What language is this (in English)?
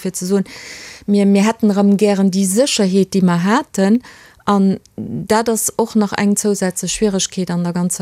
Luxembourgish